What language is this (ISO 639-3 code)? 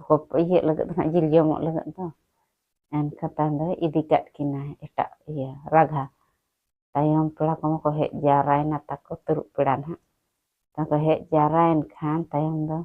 sat